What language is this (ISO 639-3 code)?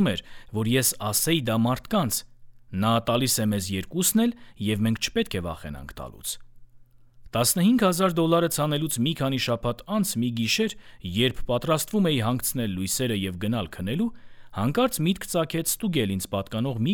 hye